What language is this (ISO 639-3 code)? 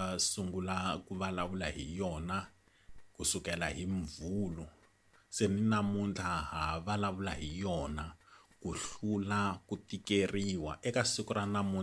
tso